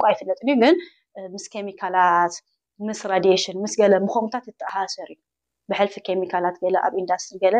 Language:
Tigrinya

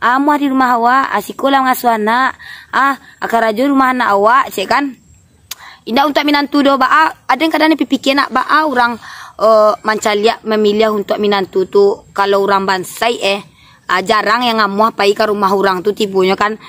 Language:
Minangkabau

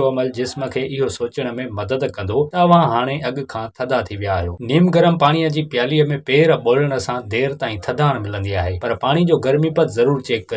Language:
Sindhi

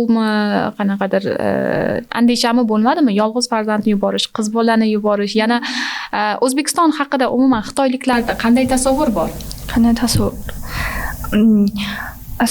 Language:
Uzbek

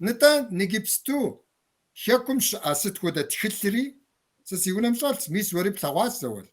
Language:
Kabardian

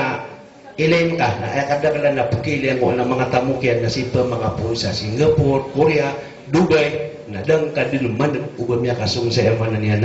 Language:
Maranao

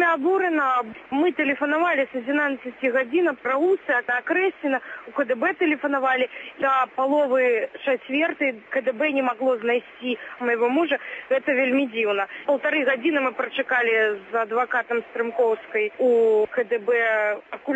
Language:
Belarusian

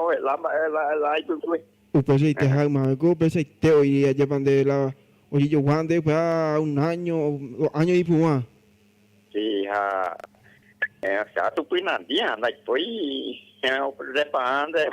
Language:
Guarani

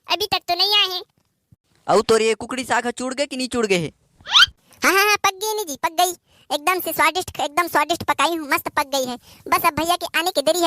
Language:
Chhattisgarhi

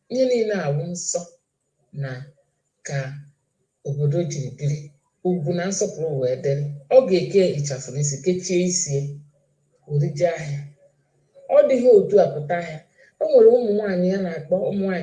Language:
Igbo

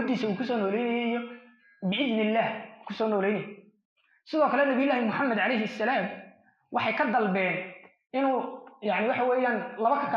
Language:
Somali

